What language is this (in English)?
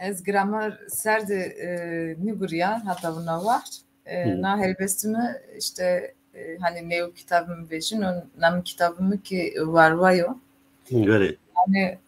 Zaza